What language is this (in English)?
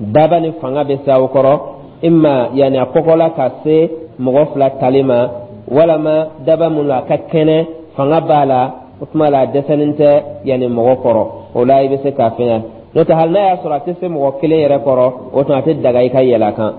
Dyula